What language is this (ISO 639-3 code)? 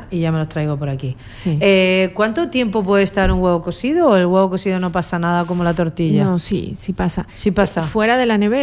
spa